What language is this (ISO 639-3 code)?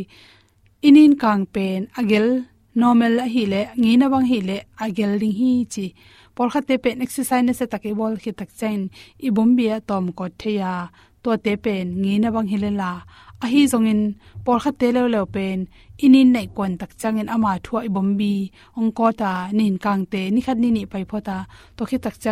ctd